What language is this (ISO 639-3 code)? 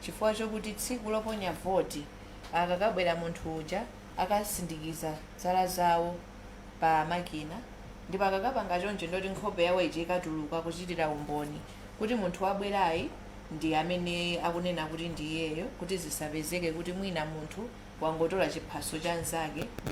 nya